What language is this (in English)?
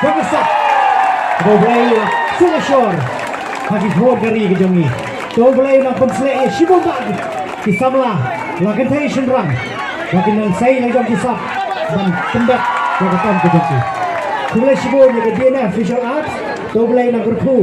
Khasi